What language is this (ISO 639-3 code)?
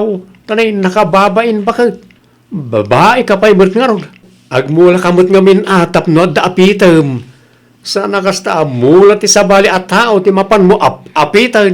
ilo